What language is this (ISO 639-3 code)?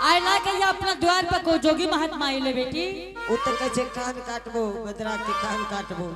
anp